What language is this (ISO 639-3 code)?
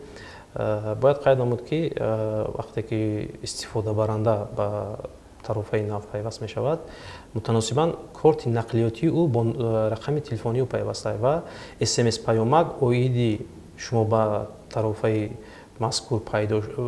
tgk